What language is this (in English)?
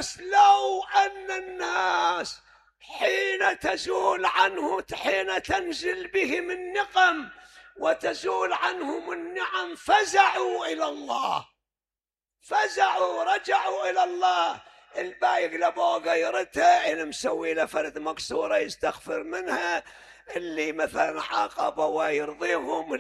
Mesopotamian Arabic